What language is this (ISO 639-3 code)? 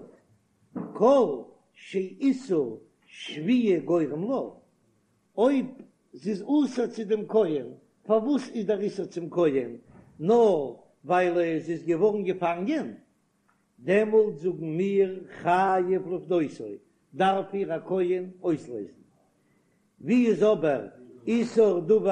yid